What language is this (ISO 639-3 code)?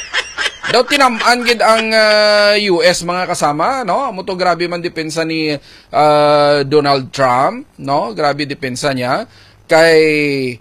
hil